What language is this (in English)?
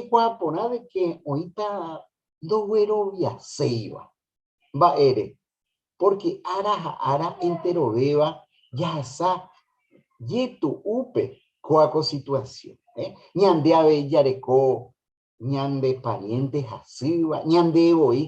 Guarani